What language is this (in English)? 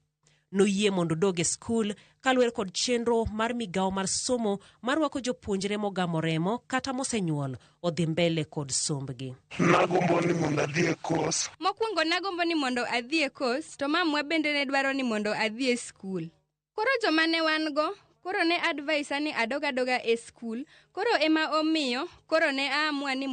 Luo (Kenya and Tanzania)